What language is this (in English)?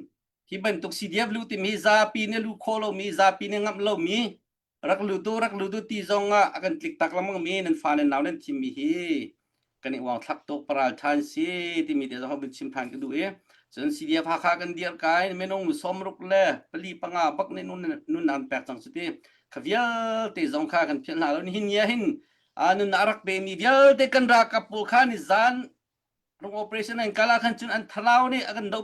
Hakha Chin